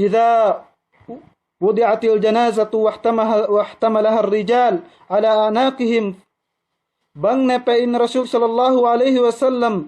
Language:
Yakan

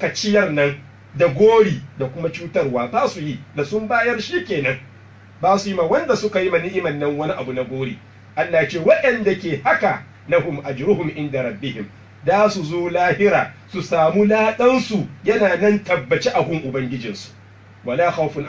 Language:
Hausa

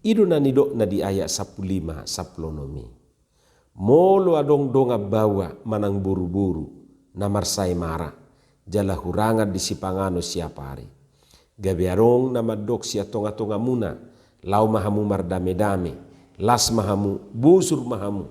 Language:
Batak Toba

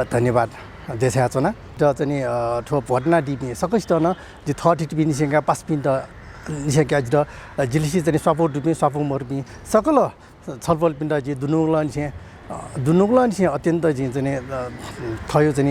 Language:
Newari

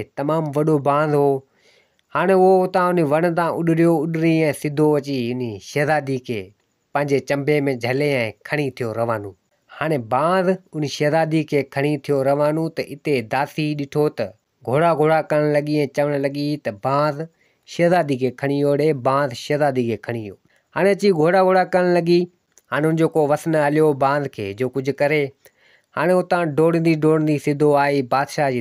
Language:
Sindhi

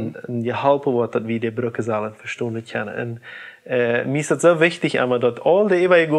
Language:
Plautdietsch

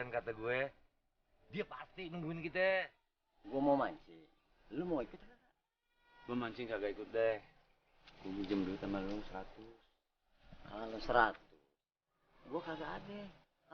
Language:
Betawi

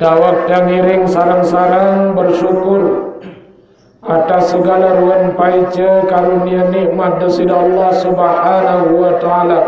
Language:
Sasak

